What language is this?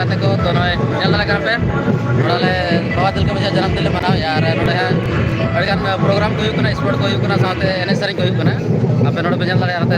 Santali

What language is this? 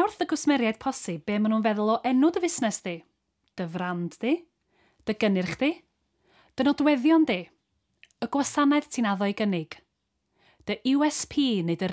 Welsh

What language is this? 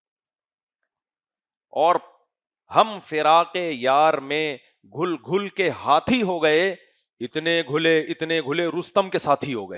Urdu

